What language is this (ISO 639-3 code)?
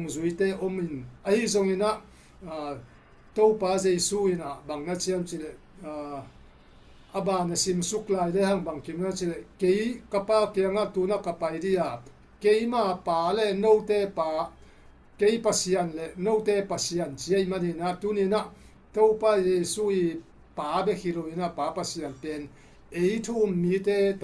ctd